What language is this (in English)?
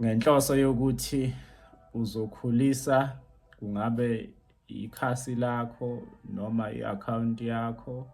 Zulu